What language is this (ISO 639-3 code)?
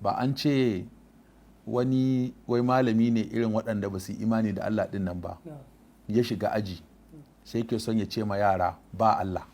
hau